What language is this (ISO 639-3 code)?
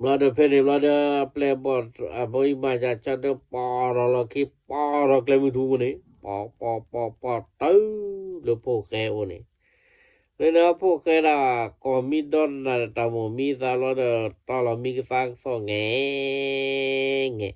ksw